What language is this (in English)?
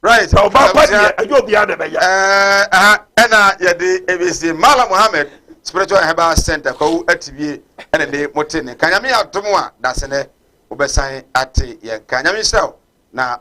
Akan